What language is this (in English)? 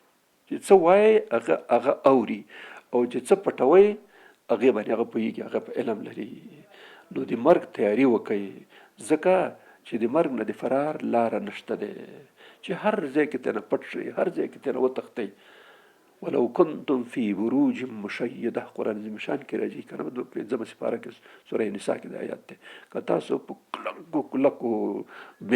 Pashto